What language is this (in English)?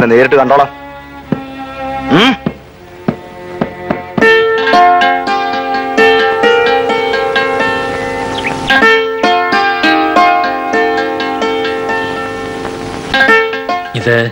Malayalam